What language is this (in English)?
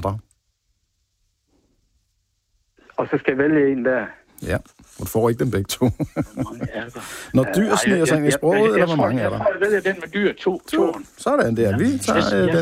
Danish